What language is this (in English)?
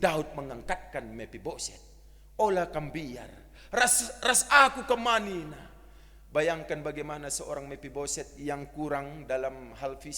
Batak Karo